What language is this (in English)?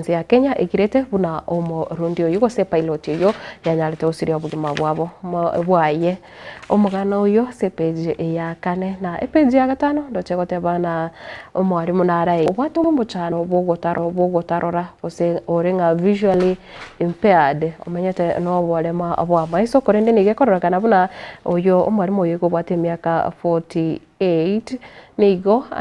Gusii